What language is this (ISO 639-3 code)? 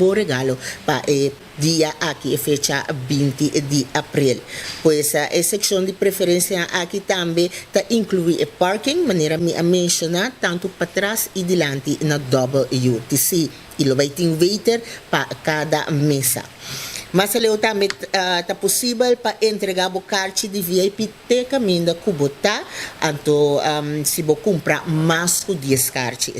pap